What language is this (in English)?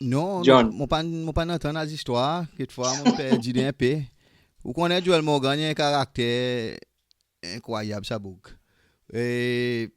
Seselwa Creole French